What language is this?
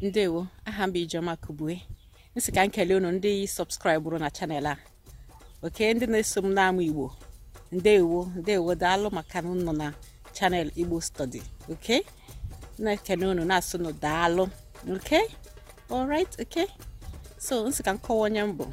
Igbo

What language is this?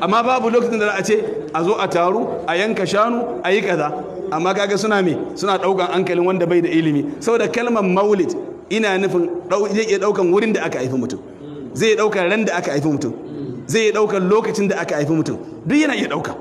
Hausa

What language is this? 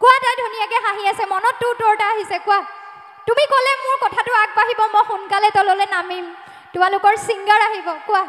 Assamese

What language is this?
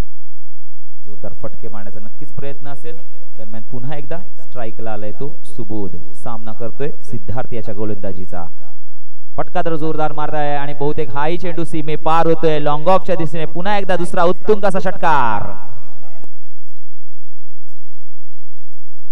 Marathi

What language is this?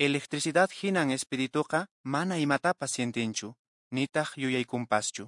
Quechua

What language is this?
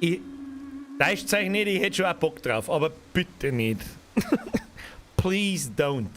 Bavarian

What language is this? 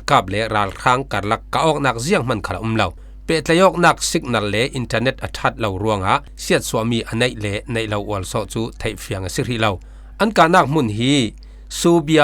Falam Chin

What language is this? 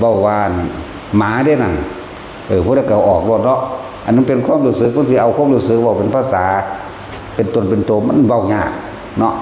Northeastern Thai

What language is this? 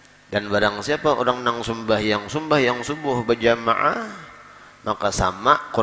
Banjar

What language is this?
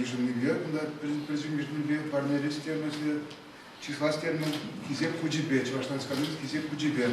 Chuvash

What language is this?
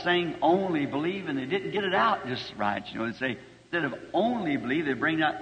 Bemba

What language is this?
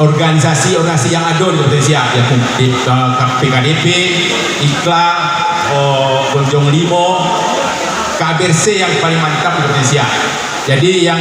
Minangkabau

